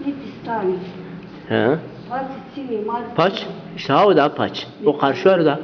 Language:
Zaza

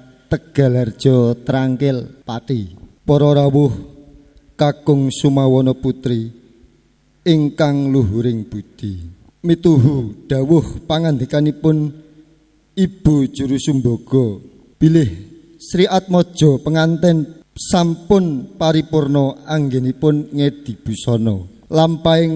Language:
Javanese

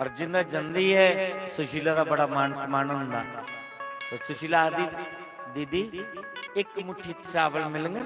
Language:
Dogri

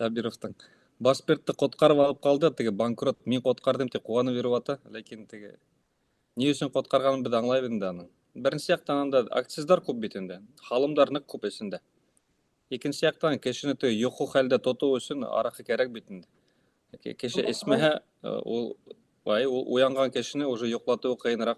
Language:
Bashkir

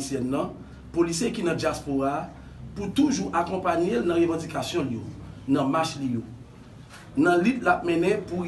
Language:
Haitian Creole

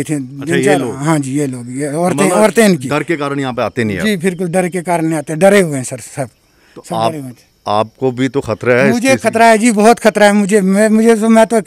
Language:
Hindi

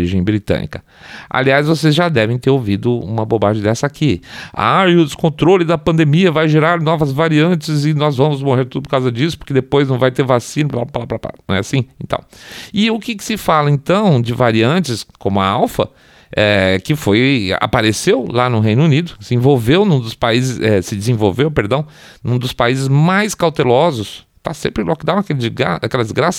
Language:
Portuguese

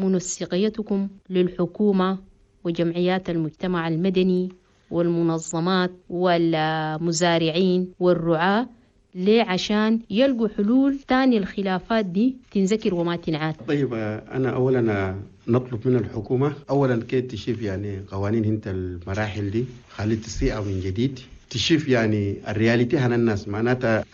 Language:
Chadian Arabic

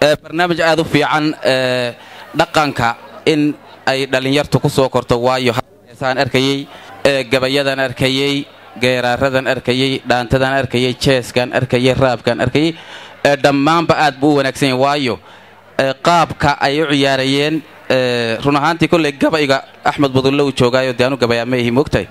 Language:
Somali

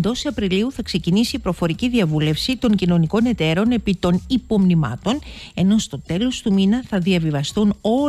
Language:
Greek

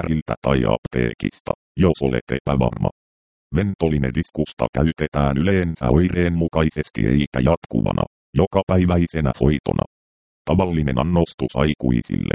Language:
Finnish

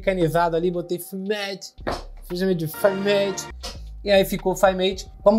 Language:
Portuguese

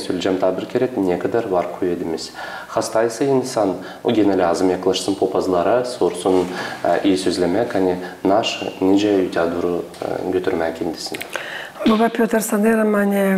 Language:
Gagauz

